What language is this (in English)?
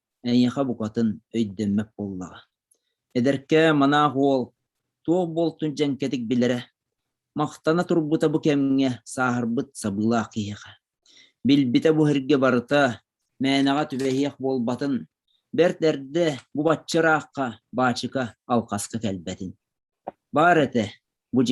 Yakut